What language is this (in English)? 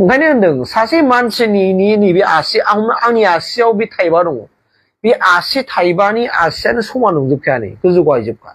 Bodo